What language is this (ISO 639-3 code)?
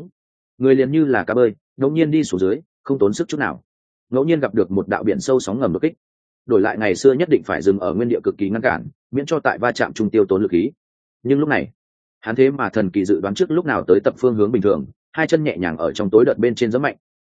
vie